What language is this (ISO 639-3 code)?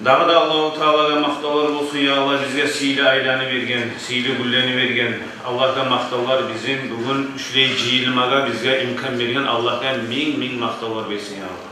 kum